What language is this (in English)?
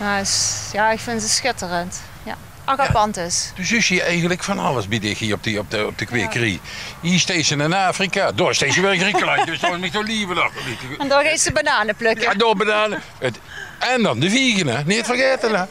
Limburgish